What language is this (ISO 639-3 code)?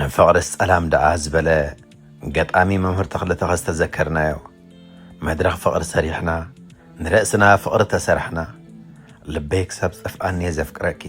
tir